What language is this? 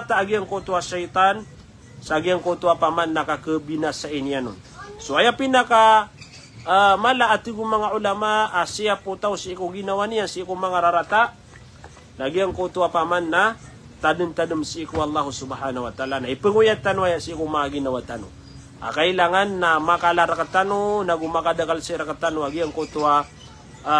Maranao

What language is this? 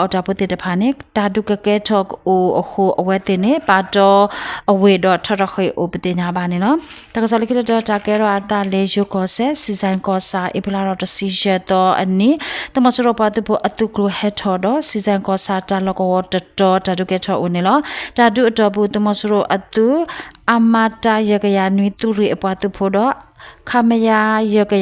S'gaw Karen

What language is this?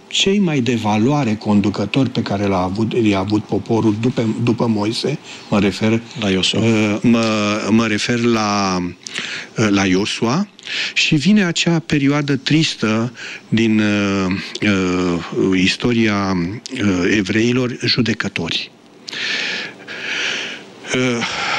Romanian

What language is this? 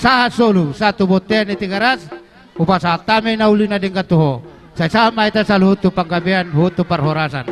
Batak Toba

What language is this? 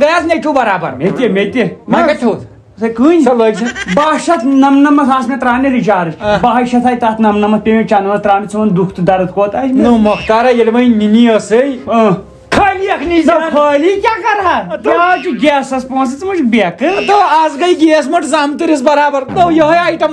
Kashmiri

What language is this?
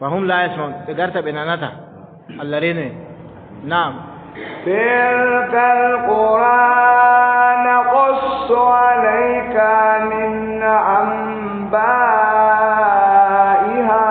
Adamawa Fulfulde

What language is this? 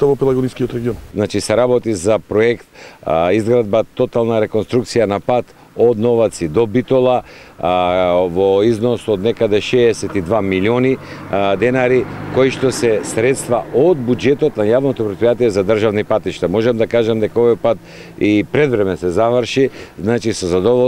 Macedonian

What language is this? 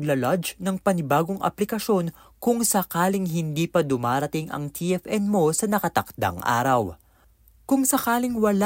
Filipino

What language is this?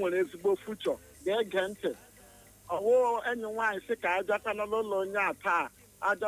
Igbo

